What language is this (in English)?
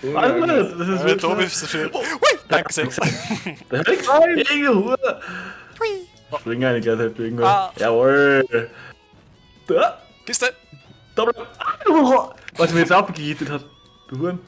Bavarian